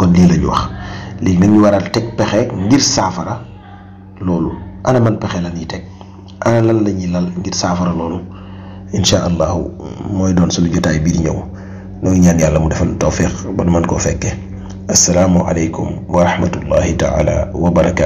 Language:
Wolof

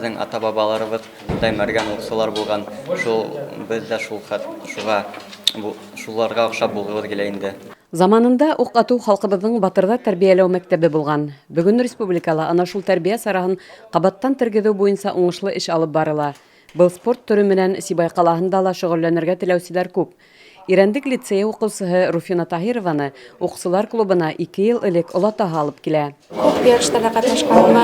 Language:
Bashkir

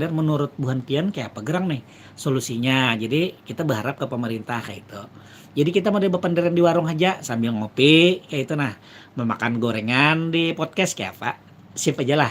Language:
Banjar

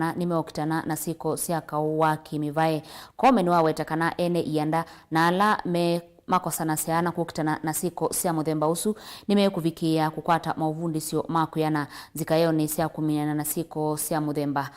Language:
Kamba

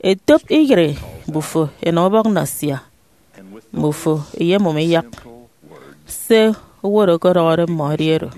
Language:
Efik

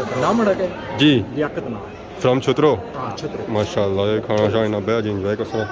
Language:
Pahari-Potwari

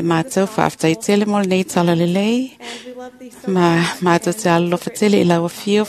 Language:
Samoan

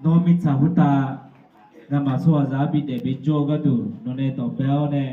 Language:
Akha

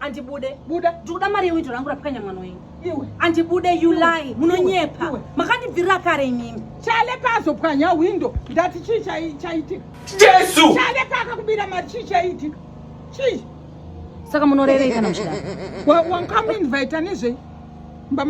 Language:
Shona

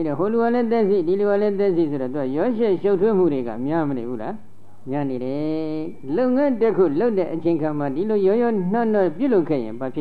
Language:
Burmese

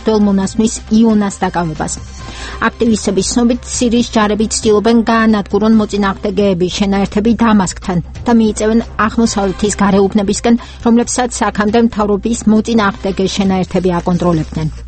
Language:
Georgian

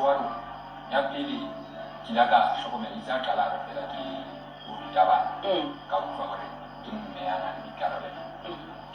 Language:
Southern Sotho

